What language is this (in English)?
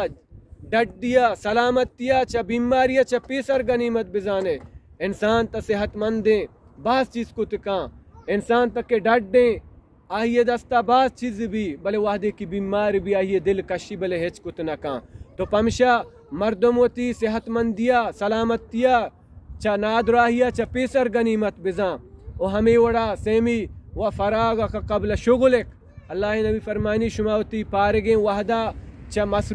Baluchi